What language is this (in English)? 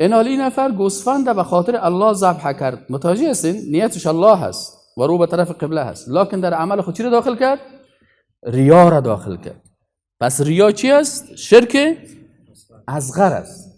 Persian